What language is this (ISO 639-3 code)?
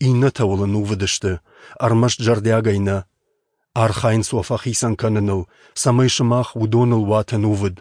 oss